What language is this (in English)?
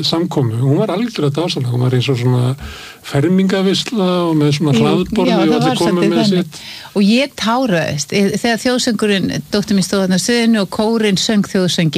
Icelandic